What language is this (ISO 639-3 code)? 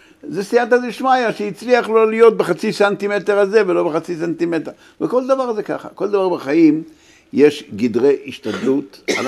heb